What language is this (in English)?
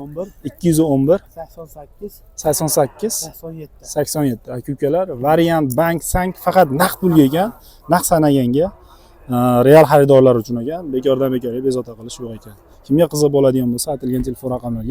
Uzbek